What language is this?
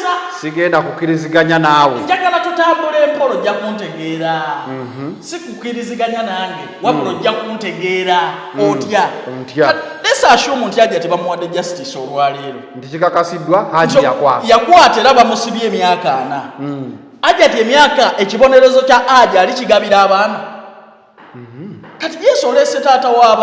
Ganda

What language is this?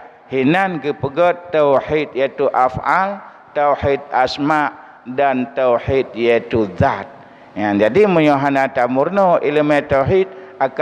Achinese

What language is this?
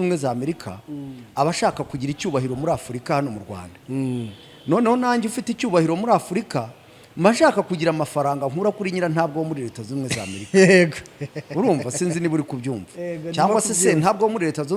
Kinyarwanda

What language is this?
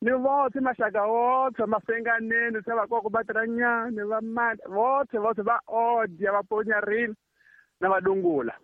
Tsonga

